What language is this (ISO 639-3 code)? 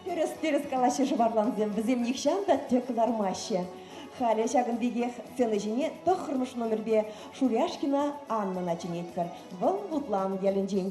chv